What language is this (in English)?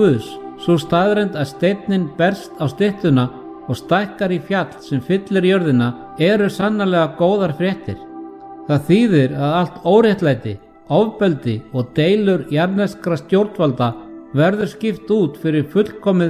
Icelandic